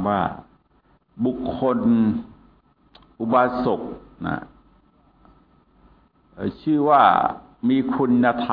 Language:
Thai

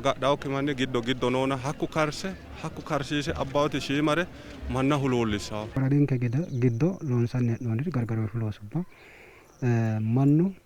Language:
Sidamo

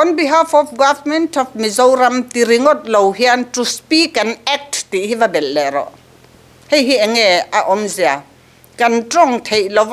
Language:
Mizo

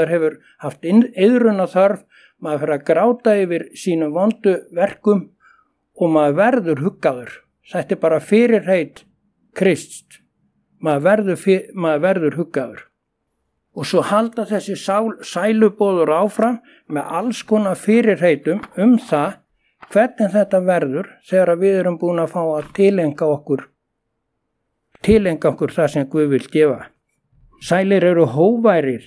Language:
Icelandic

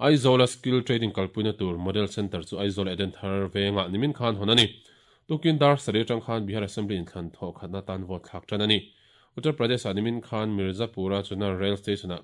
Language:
Mizo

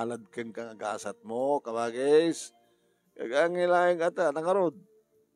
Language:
Iloko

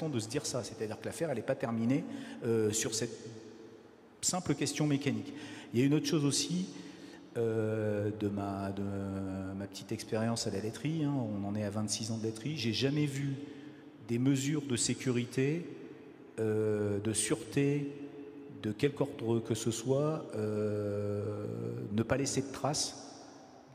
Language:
French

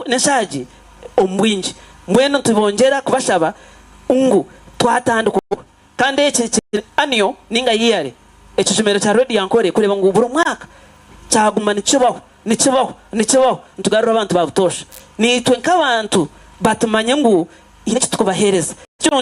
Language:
Nyankole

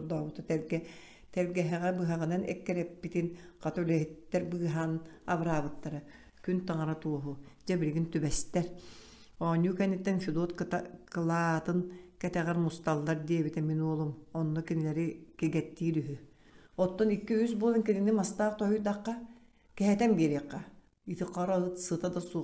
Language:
Yakut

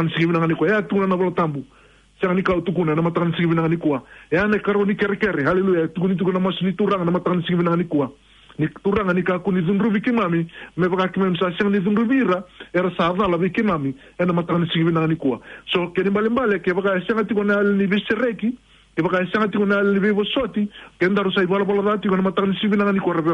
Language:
Fijian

